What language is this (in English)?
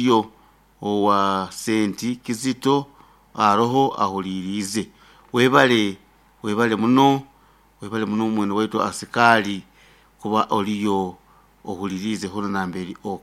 Nyoro